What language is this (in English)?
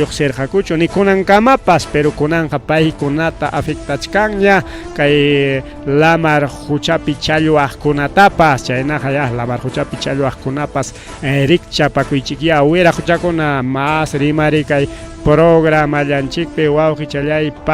Ayacucho Quechua